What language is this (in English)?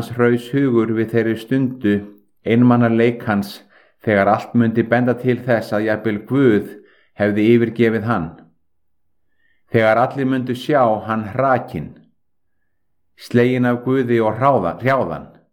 Icelandic